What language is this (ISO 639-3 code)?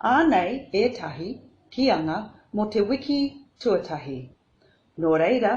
mri